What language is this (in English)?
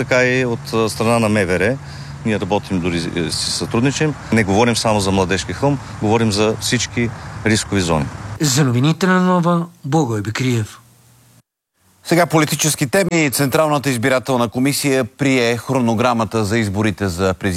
Bulgarian